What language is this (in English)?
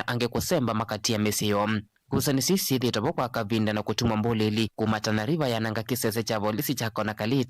Kamba